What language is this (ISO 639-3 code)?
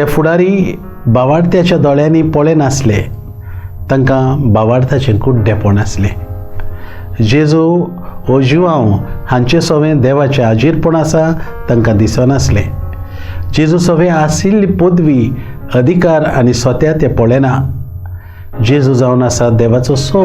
kok